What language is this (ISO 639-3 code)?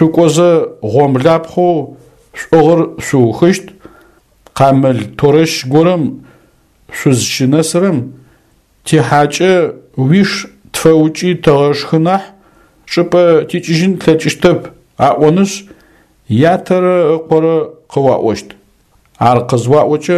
ady